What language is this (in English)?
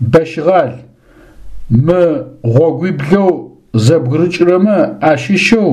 Adyghe